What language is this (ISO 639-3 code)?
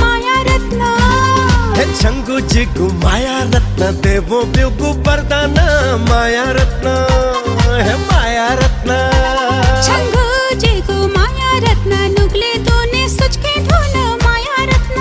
new